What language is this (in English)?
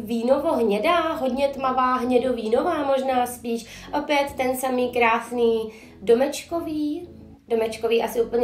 Czech